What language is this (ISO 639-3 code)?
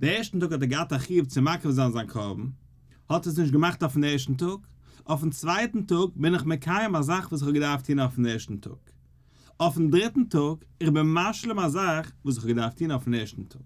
yid